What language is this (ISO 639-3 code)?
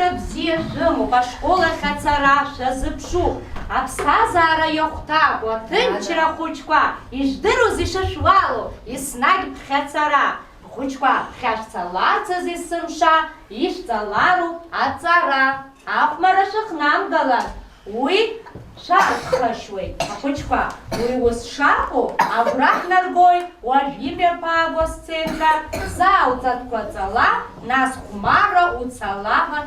abk